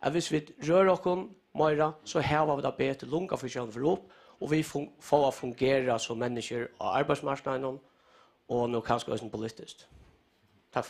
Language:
Faroese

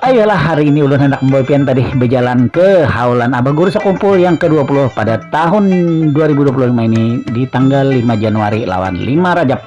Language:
Banjar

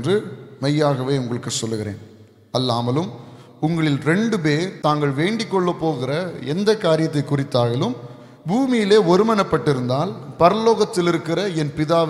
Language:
Tamil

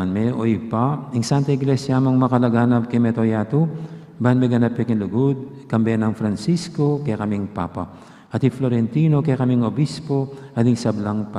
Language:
Pampanga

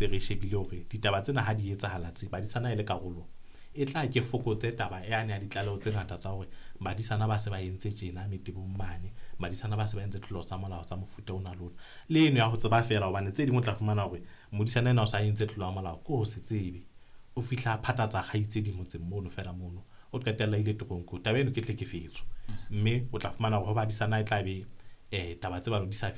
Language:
Southern Sotho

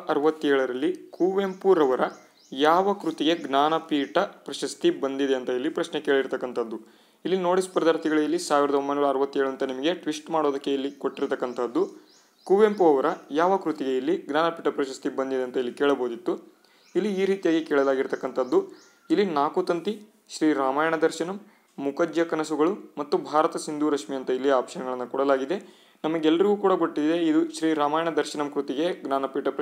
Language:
Kannada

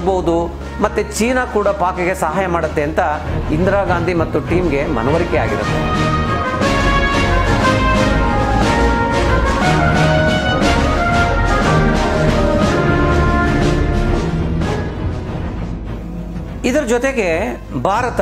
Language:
Kannada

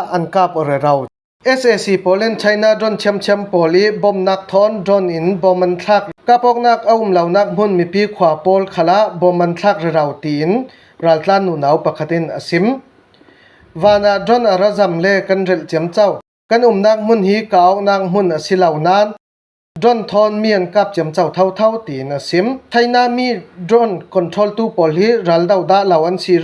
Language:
Falam Chin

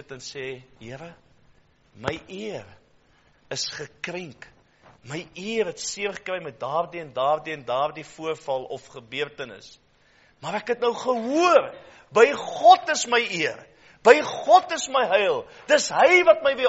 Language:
Afrikaans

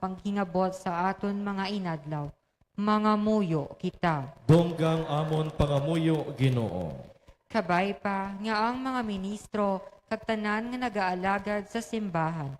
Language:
Hiligaynon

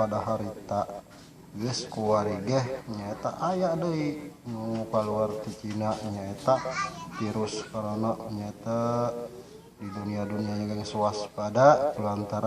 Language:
Sundanese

